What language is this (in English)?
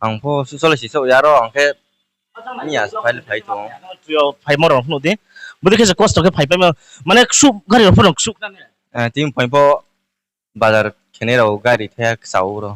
Riang (India)